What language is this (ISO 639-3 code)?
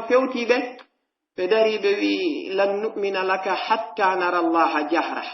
fuf